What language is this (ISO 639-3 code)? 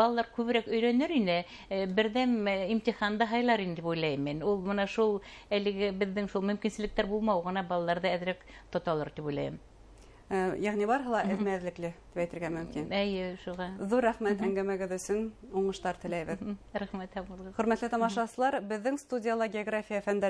bak